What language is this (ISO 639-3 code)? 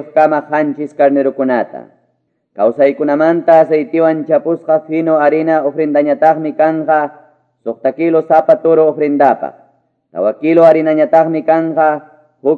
quy